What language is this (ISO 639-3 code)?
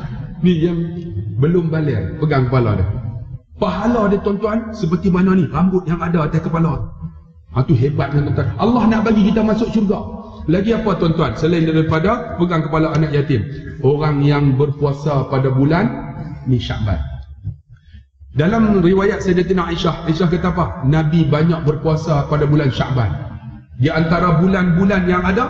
msa